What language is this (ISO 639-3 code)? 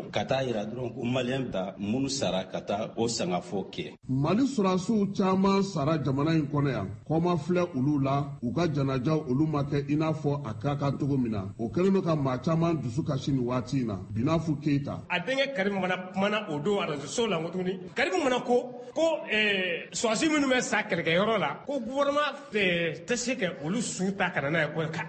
bam